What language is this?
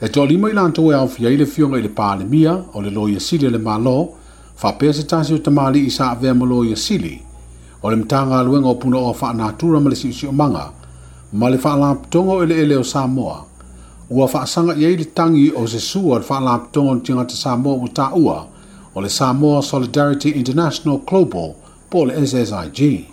Samoan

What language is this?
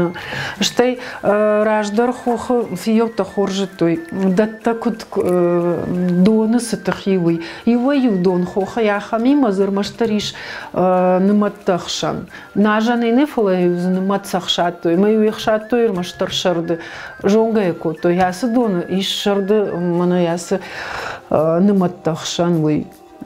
Ossetic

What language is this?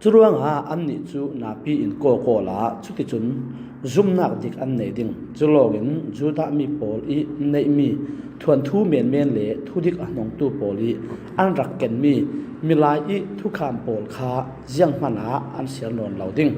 Falam Chin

